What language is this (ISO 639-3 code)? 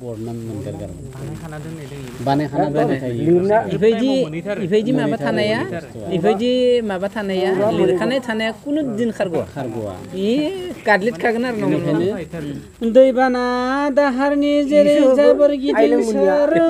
brx